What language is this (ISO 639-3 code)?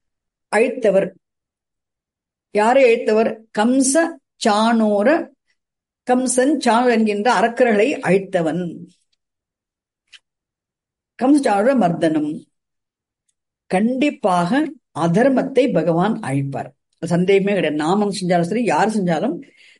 tam